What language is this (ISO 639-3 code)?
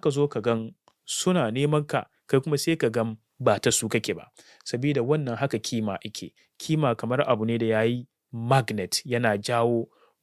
hau